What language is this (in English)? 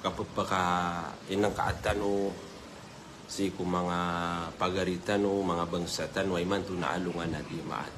Maranao